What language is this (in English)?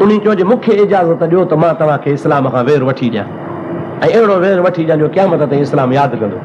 Sindhi